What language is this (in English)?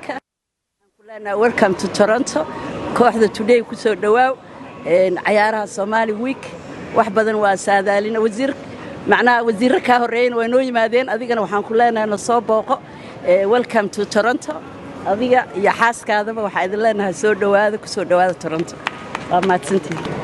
Somali